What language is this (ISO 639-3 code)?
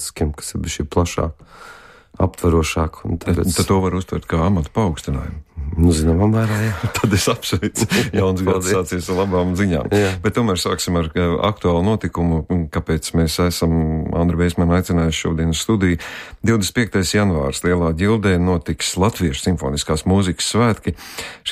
lav